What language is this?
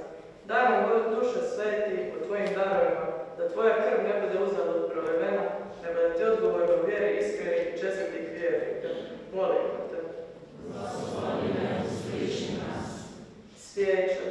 Croatian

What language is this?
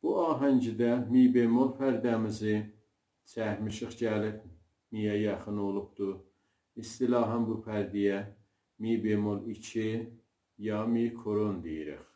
South Azerbaijani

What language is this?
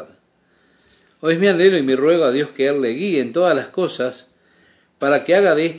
Spanish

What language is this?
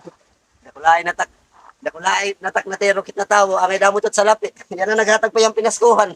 Waray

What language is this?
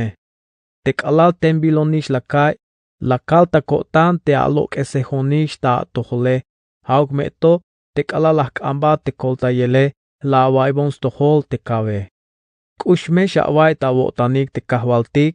Tzeltal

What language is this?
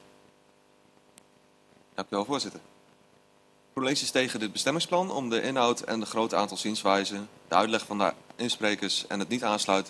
Dutch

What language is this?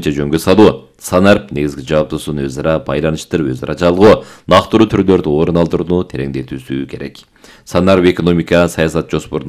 Kyrgyz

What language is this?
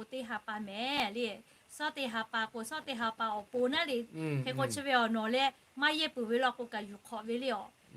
Lahu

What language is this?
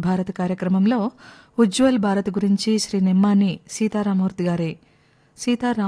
Telugu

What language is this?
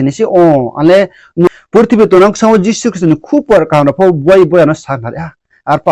Riang (India)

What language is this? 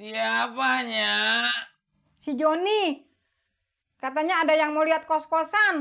Betawi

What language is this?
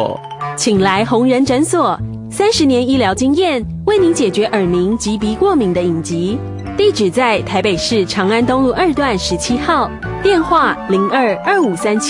Chinese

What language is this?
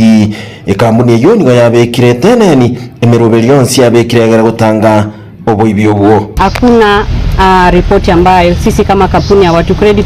Gusii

